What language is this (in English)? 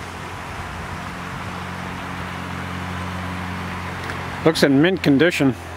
English